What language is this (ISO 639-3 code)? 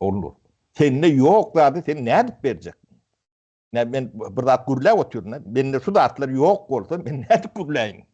tuk